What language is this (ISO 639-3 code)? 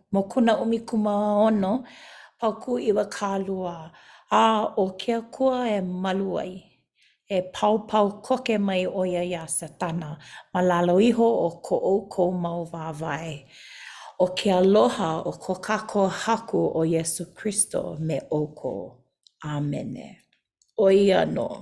haw